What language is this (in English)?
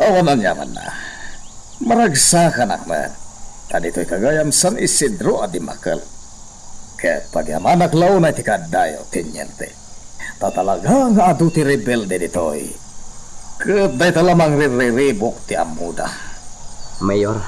Iloko